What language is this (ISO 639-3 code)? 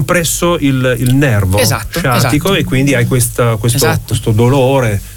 ita